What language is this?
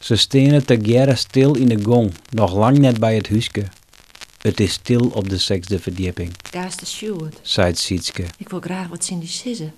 Western Frisian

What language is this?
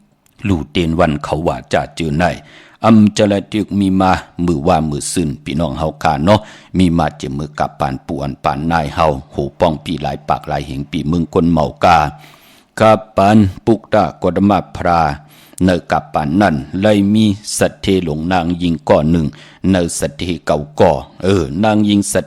Shan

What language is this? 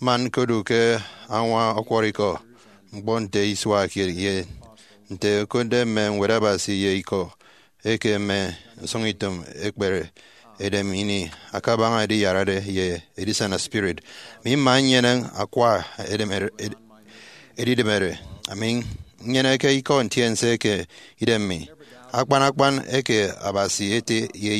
Efik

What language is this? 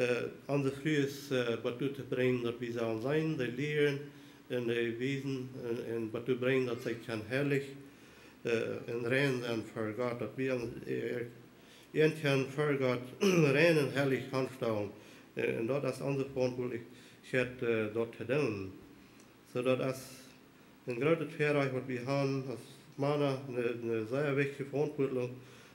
Plautdietsch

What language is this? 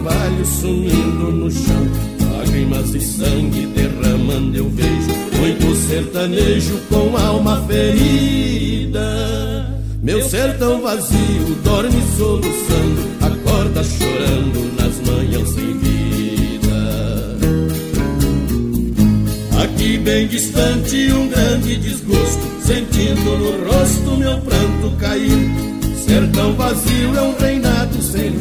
Portuguese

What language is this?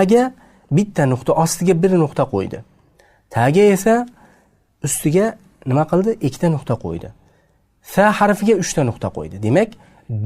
Uzbek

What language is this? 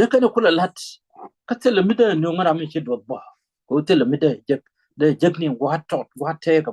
Nuer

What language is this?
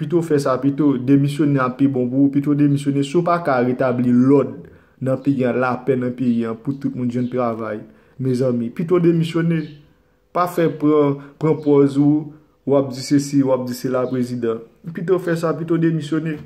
Haitian Creole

